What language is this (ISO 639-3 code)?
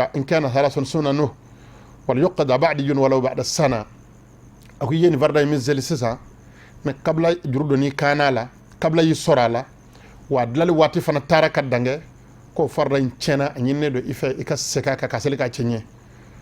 bam